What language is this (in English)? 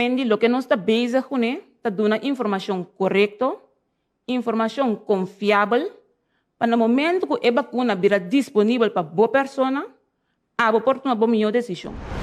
Papiamento